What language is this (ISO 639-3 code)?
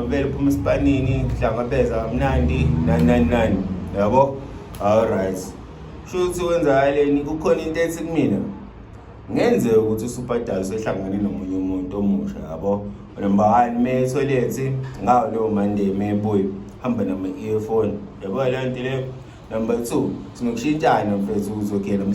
zul